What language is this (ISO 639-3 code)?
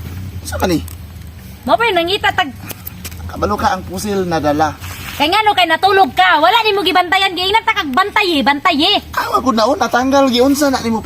ceb